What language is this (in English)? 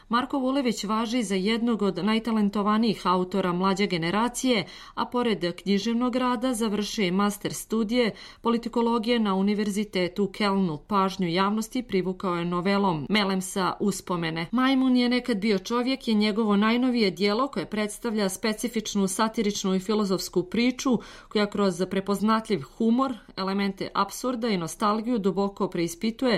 Serbian